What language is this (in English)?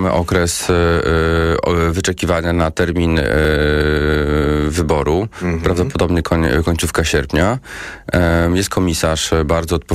Polish